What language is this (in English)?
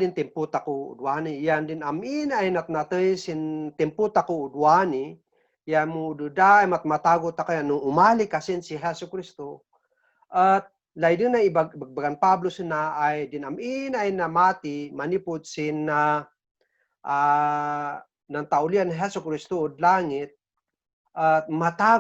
Kankanaey